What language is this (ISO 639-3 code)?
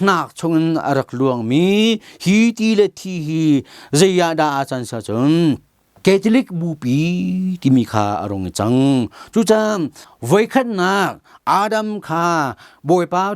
cnh